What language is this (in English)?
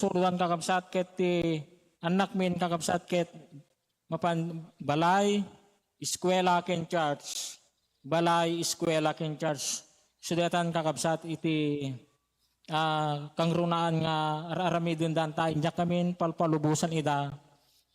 Iloko